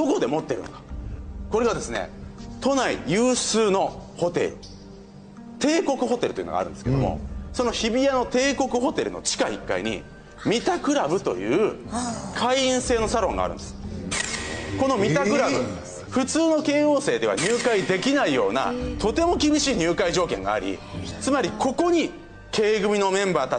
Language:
Japanese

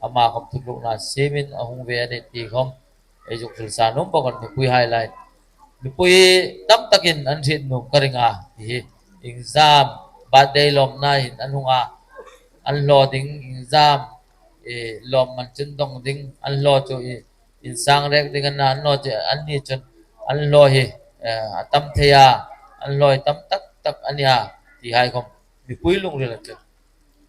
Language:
Hmar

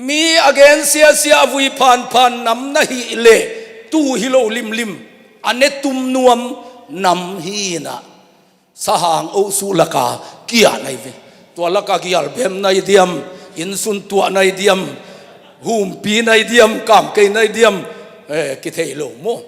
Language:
Tedim Chin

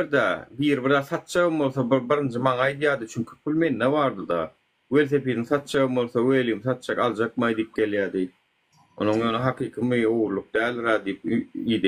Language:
Turkmen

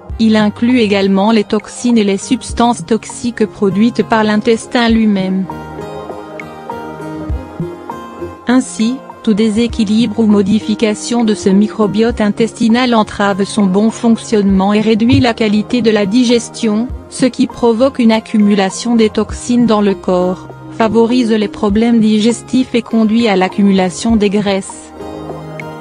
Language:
French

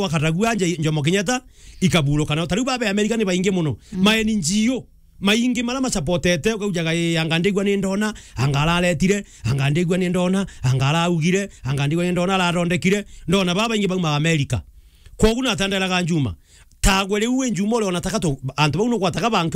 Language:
Meru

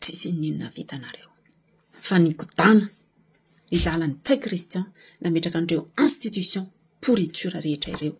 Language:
Malagasy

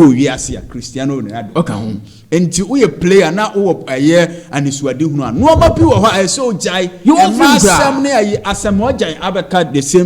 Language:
Akan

